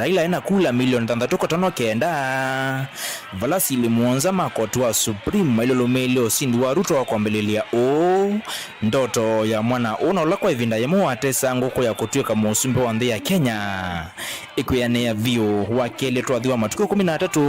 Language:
Kamba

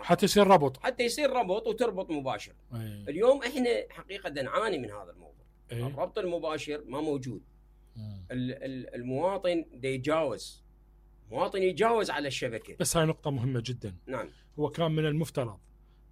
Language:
Mesopotamian Arabic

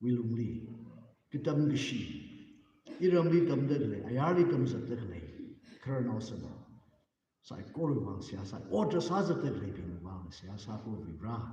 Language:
Tangkhul Naga (India)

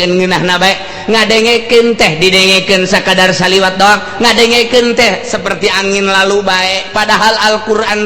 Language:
Sundanese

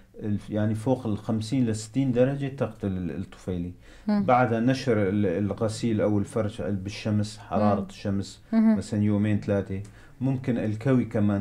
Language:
North Levantine Arabic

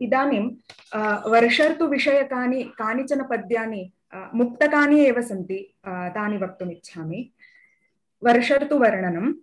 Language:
Sanskrit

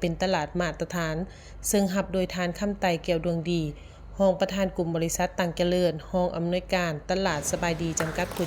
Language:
Lao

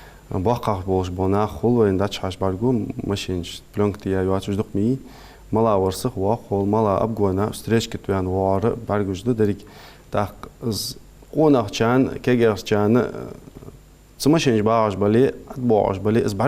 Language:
Ingush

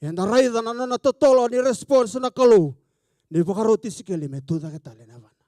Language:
Fijian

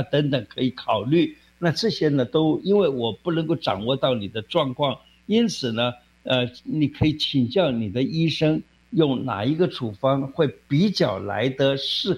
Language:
Chinese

